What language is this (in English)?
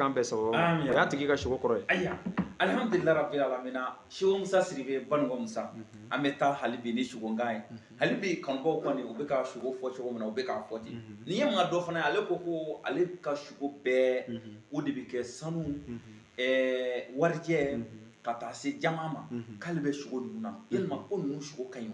Bambara